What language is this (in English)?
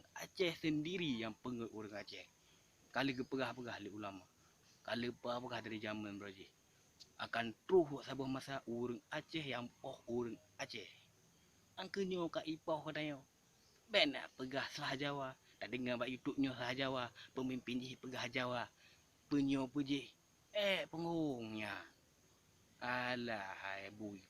Achinese